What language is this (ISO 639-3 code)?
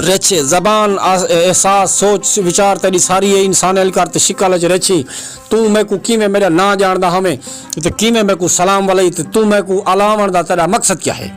skr